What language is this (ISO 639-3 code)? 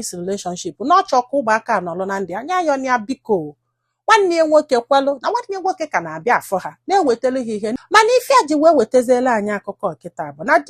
ibo